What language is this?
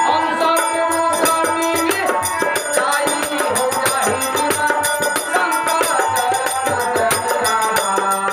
Maithili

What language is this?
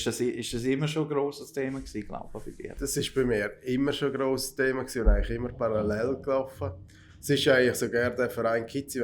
Swiss German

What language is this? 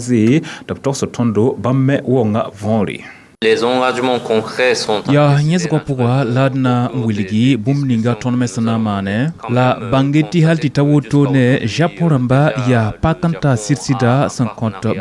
Mossi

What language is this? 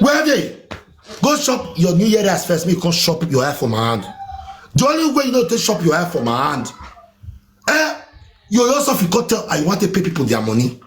Nigerian Pidgin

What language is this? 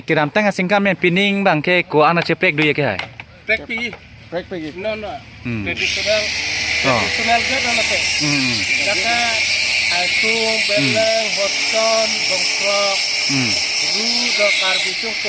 Karbi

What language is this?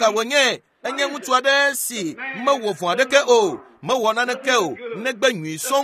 Ewe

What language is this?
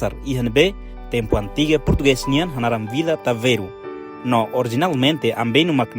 Tetum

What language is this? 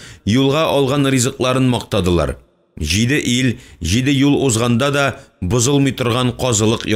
Tatar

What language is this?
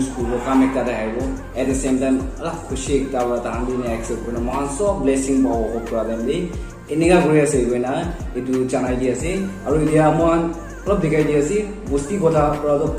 Naga Pidgin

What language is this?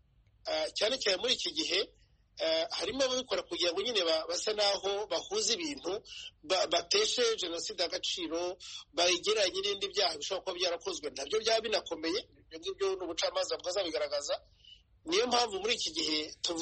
Kinyarwanda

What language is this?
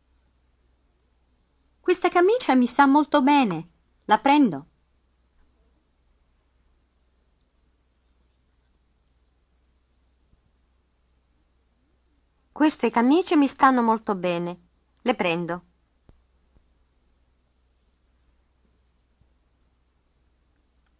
Italian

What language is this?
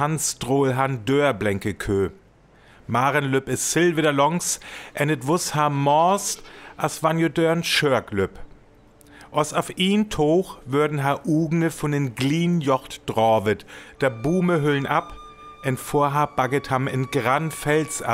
Northern Frisian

